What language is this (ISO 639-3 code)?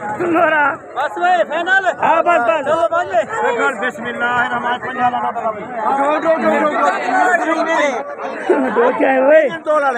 skr